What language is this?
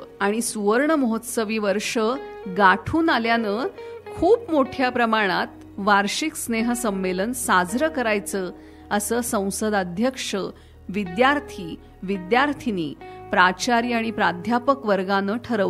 Marathi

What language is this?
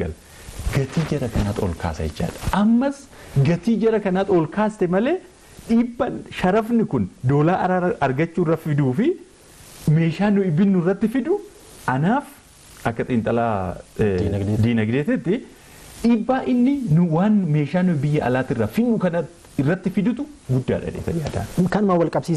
Oromo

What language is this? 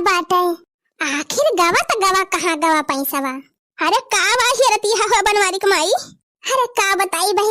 Awadhi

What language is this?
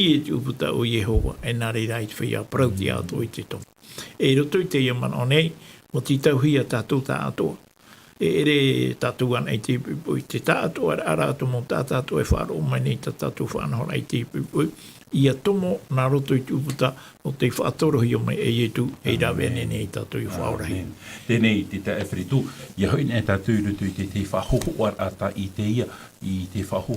Tahitian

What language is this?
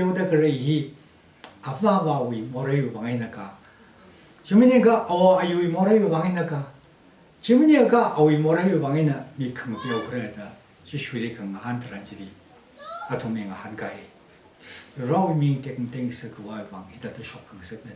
Tangkhul Naga (India)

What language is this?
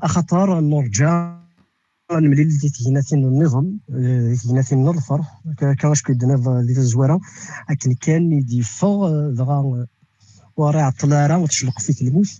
Kabyle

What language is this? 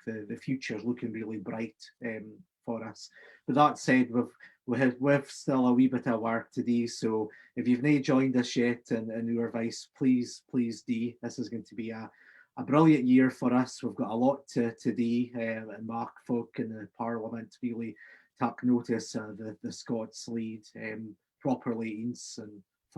Scots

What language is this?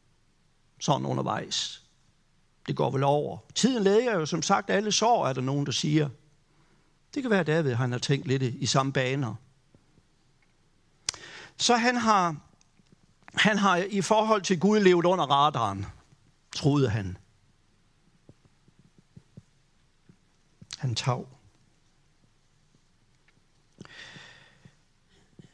Danish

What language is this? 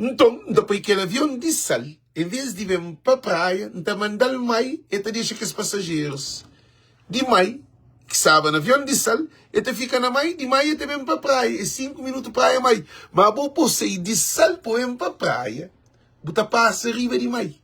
Kabuverdianu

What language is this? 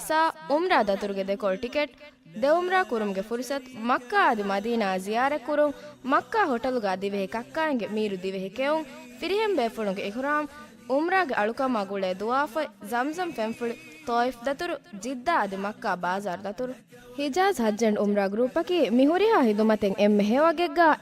Divehi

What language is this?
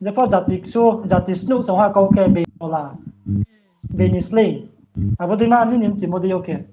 Riang (India)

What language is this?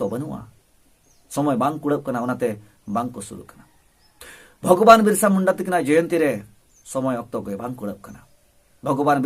Santali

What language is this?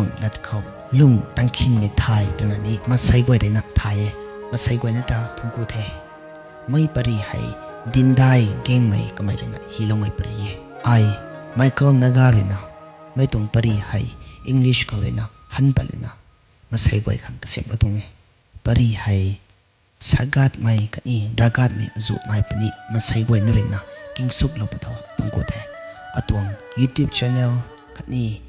Rongmei Naga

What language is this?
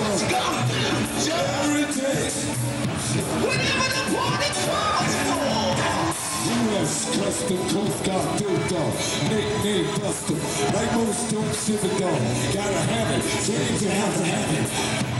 English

